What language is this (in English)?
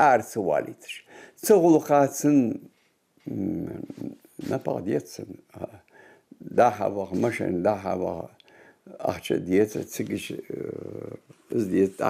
Ingush